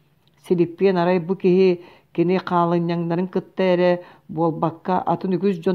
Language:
Yakut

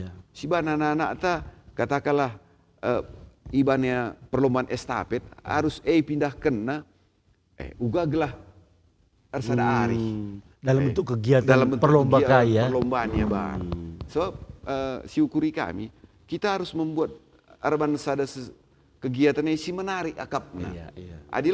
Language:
Batak Karo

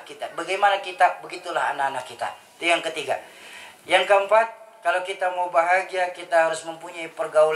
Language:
Indonesian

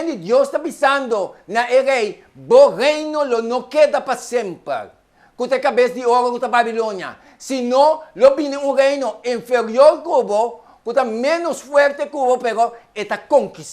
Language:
Papiamento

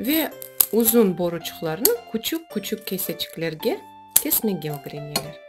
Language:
Crimean Tatar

